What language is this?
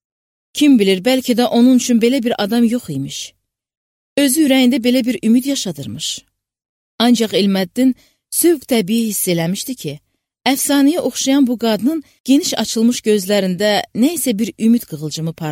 Azerbaijani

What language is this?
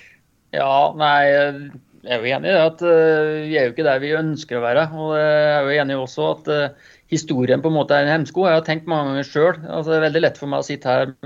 Norwegian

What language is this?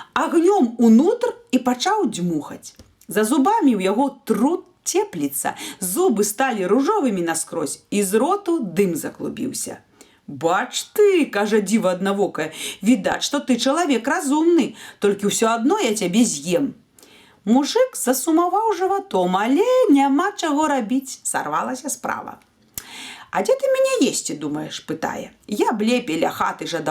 Belarusian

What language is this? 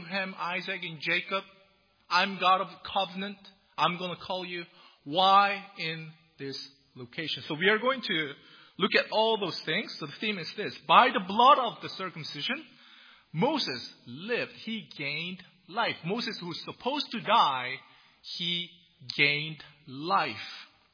English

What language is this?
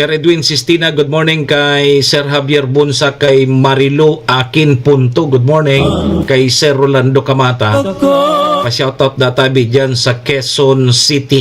Bikol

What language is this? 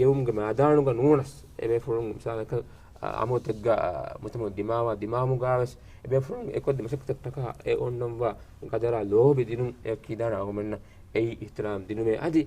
Divehi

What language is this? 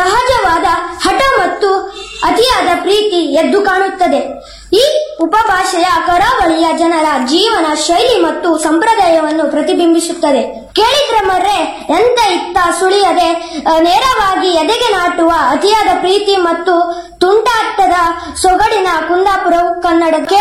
Kannada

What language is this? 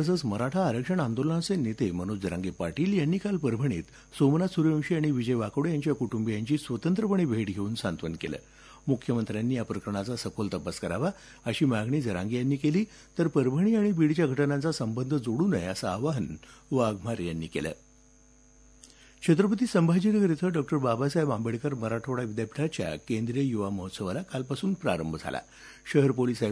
Marathi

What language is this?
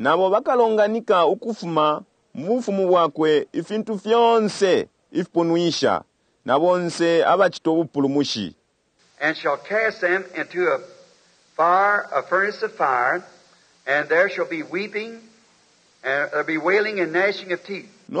Bemba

